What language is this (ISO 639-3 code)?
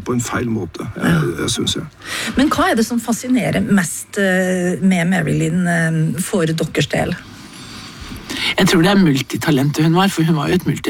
nor